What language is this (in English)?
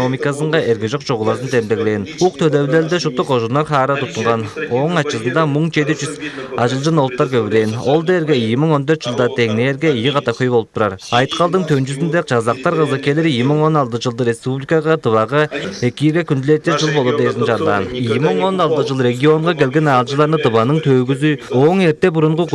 Tuvinian